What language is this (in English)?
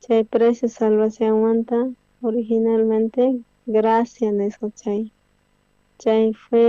South Bolivian Quechua